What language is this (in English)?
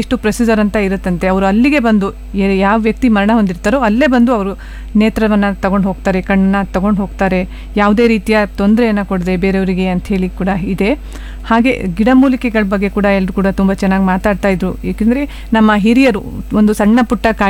Kannada